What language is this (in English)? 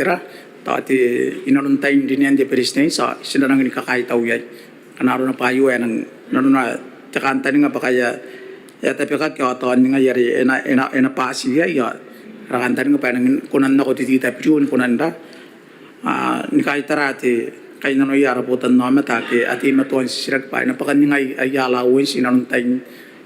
Gilbertese